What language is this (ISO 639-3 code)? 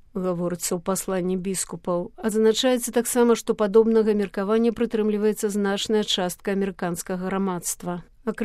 bel